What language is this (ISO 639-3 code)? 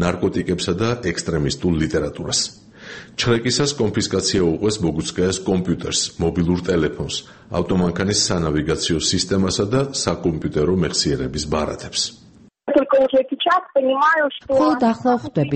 kat